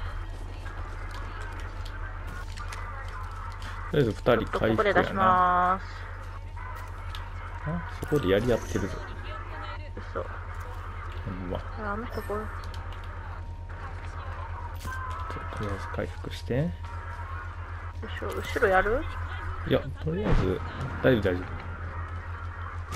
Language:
Japanese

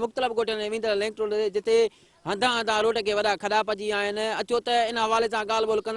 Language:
Sindhi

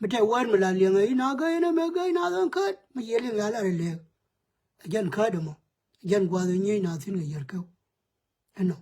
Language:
Nuer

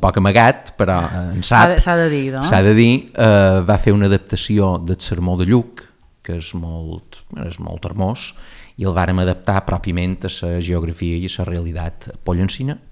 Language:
Catalan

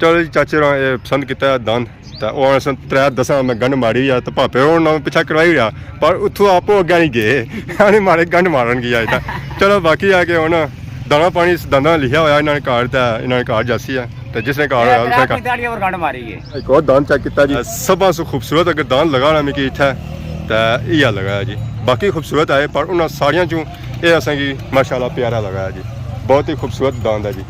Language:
Pahari-Potwari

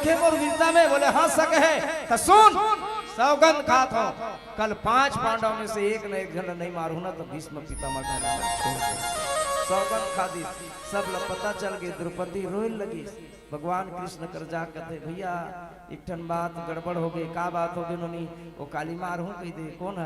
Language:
Chhattisgarhi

